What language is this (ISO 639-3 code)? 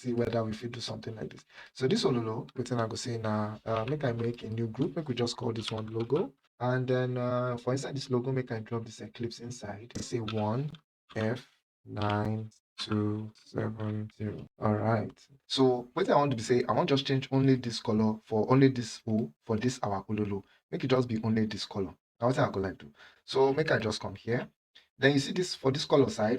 pcm